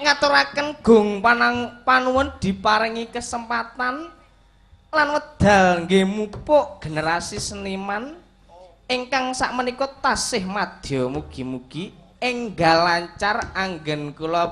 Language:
Javanese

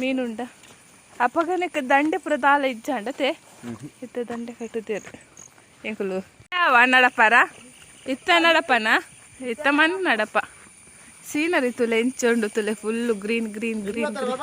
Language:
Tulu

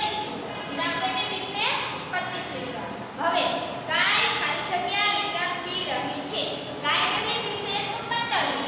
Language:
Gujarati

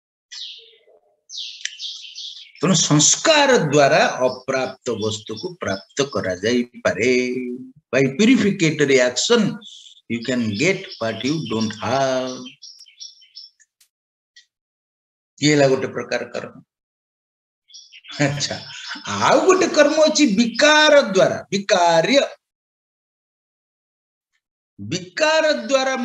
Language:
Odia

